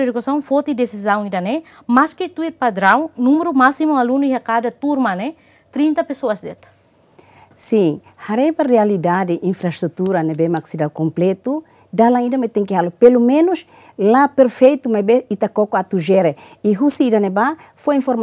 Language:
Tetum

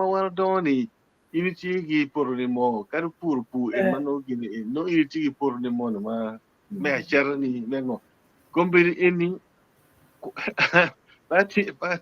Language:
Acoli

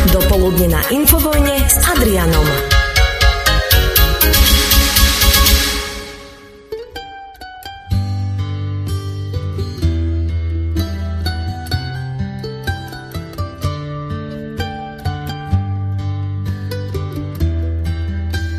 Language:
Slovak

